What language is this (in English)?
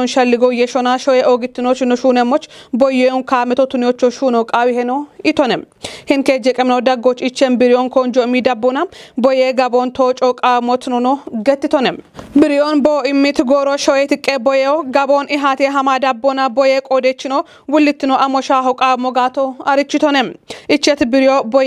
Kafa